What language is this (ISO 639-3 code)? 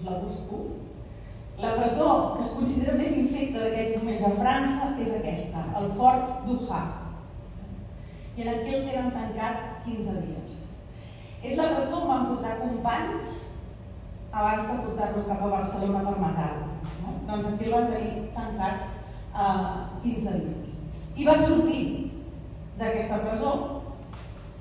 cat